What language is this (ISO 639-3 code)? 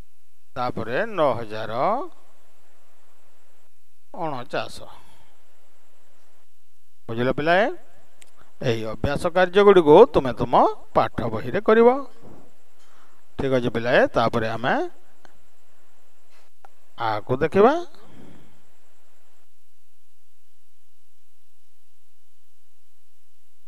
ori